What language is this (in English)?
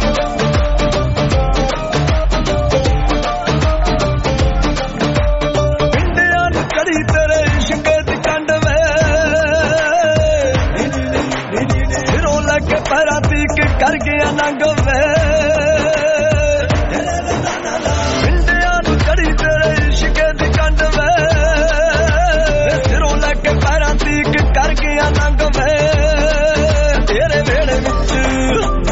Punjabi